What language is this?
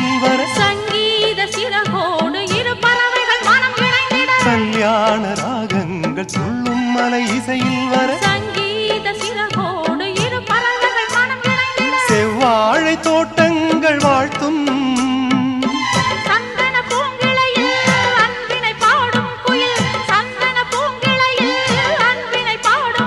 Tamil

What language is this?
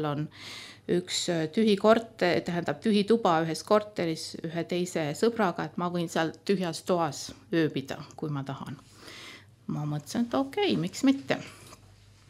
Estonian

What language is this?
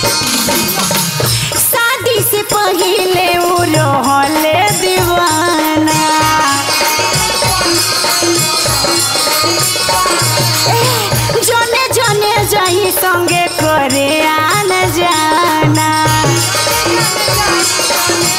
Bhojpuri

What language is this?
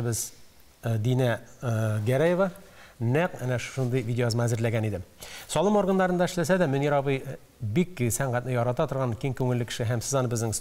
Tatar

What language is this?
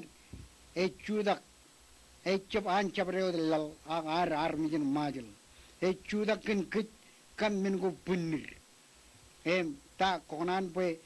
Marshallese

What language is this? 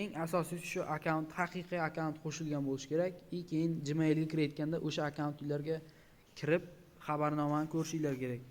Uzbek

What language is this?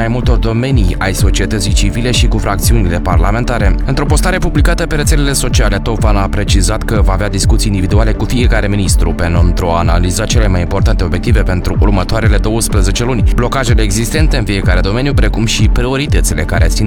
Romanian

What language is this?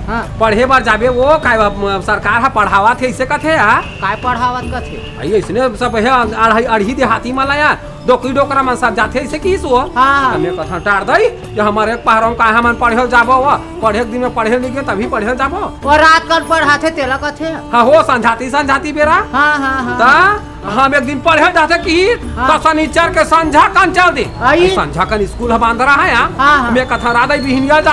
Chhattisgarhi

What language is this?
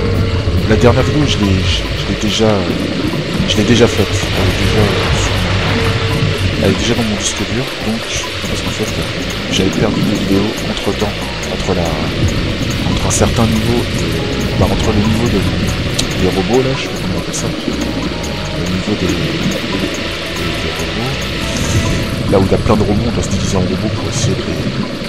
French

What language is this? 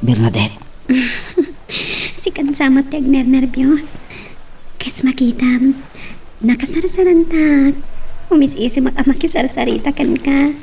Iloko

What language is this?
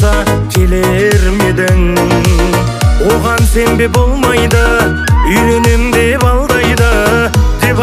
Kazakh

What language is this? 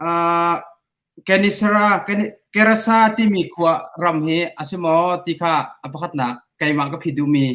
Hakha Chin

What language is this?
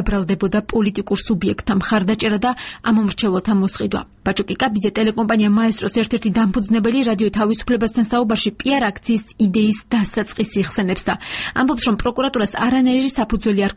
Georgian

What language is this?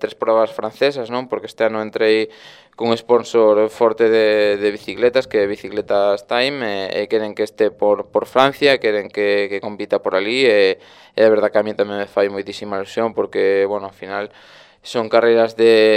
Galician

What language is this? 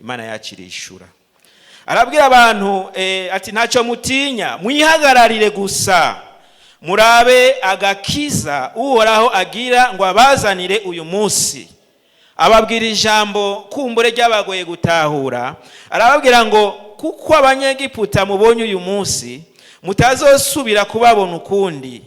Rundi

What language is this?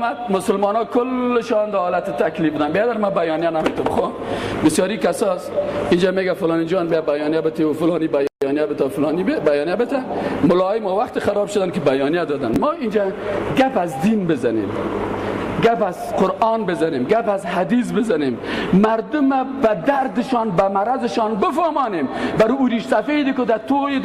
Persian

